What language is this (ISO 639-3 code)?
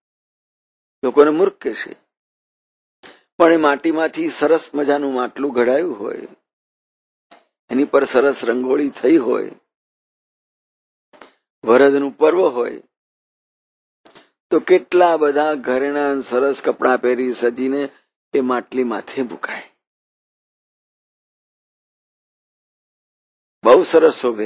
guj